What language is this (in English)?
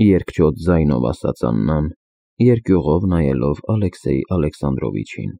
Armenian